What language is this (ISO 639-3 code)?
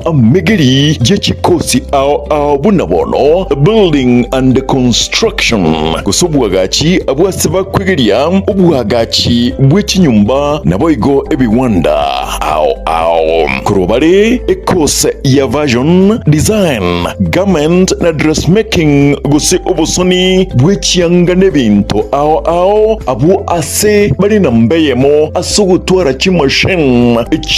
guz